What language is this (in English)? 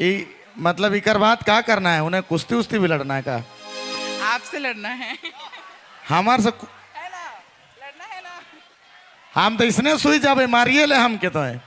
Sadri